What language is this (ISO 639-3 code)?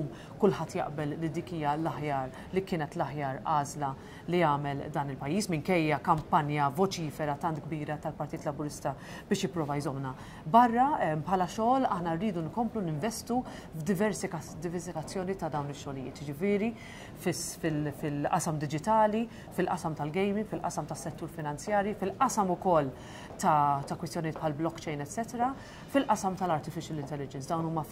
mlt